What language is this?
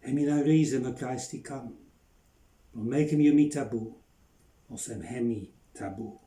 Bislama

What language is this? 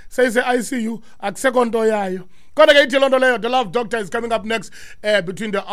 Xhosa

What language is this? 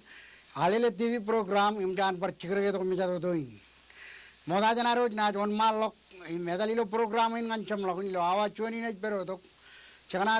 Marshallese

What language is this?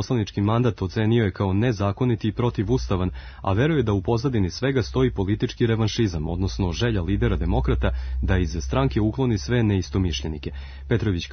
Serbian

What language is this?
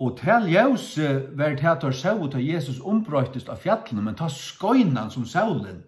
Faroese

